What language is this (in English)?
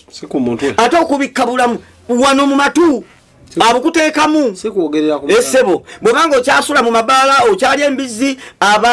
Ganda